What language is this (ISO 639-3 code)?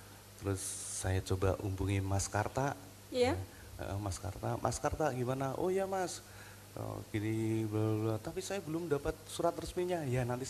ind